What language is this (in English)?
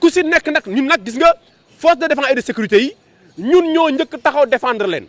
Wolof